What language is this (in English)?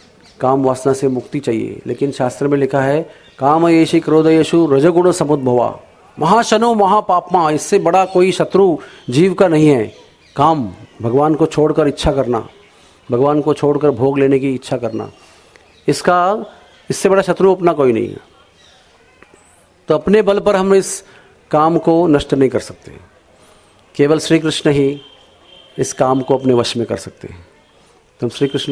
Hindi